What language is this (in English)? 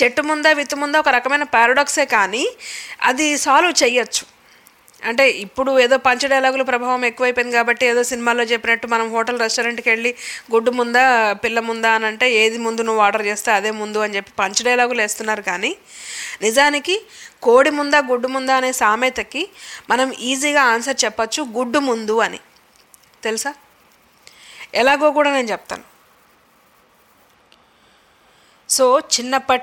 Telugu